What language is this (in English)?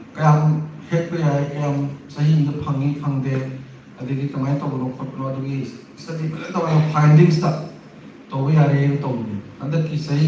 Manipuri